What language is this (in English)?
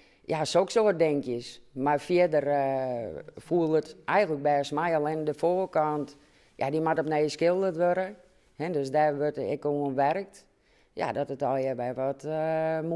Western Frisian